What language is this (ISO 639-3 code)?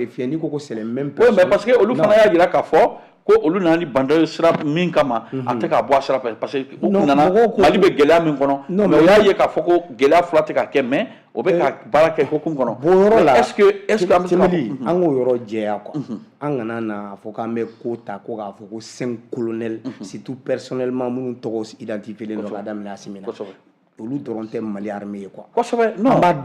bam